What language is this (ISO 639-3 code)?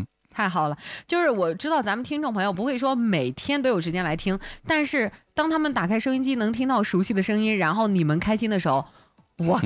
zho